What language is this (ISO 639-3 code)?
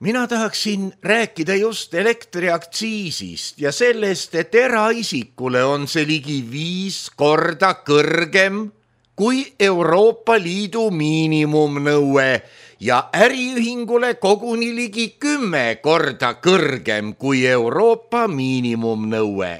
est